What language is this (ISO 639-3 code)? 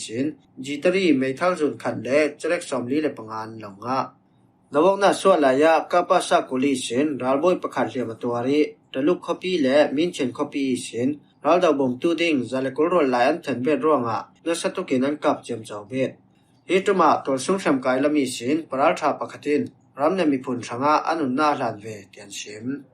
cfm